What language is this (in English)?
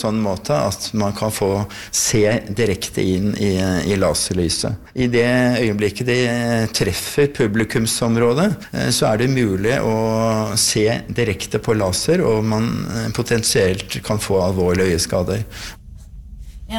Norwegian